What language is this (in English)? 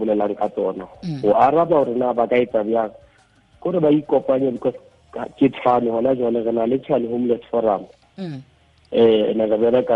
Tswana